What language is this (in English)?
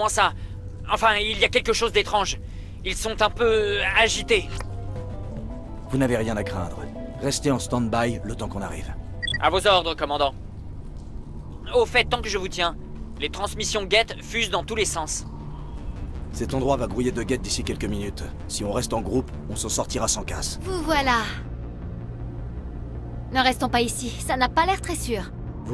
French